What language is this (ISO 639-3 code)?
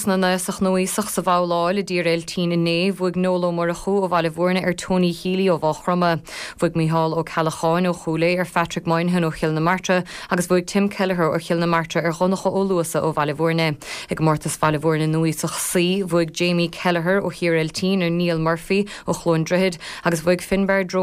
gle